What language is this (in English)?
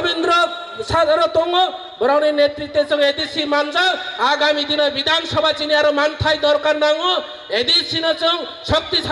Kok Borok